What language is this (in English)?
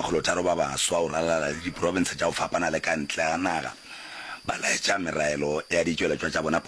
Northern Sotho